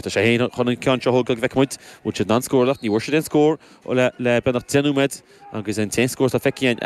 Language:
Irish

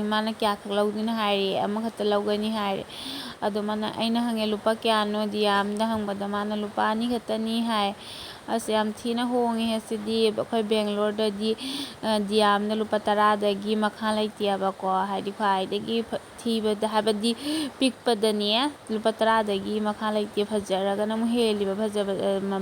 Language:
Manipuri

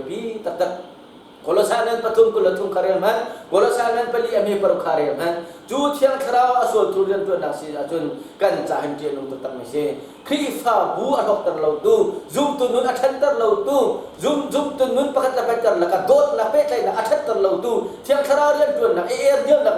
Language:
Hakha Chin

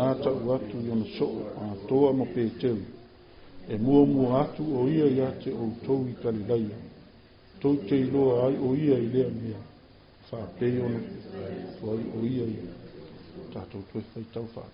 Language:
Samoan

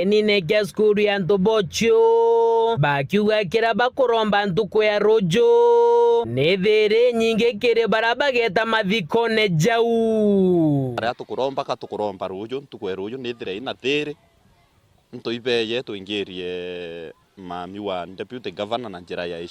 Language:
Meru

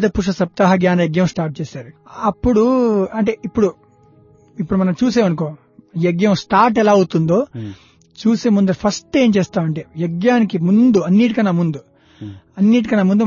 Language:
Telugu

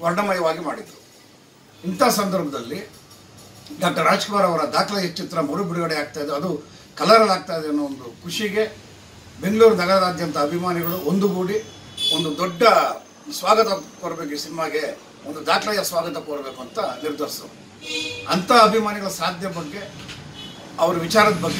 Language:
Kannada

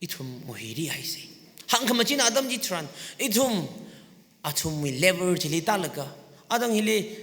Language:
Tangkhul Naga (India)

